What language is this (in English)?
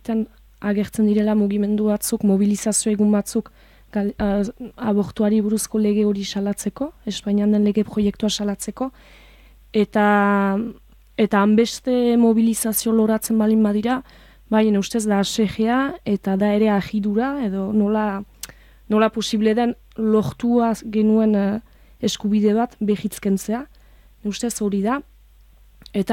Basque